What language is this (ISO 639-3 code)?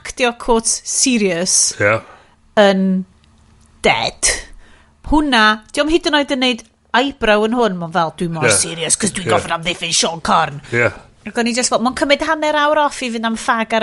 cym